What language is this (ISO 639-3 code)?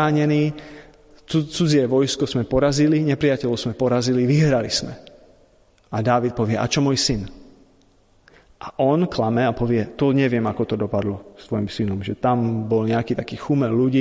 slk